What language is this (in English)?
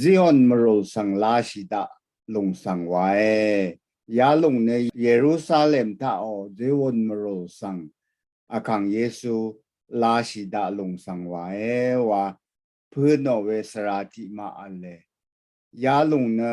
Rawang